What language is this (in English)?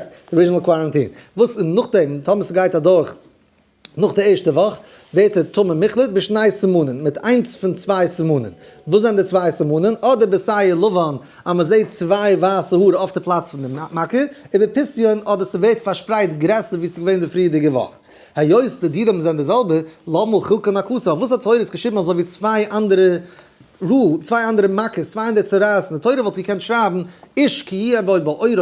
Yiddish